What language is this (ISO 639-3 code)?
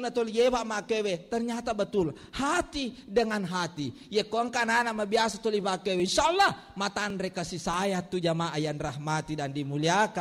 bug